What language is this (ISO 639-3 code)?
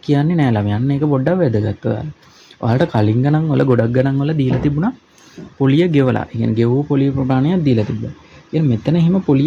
sin